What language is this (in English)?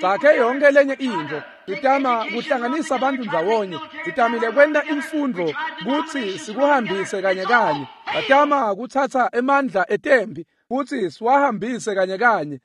Swati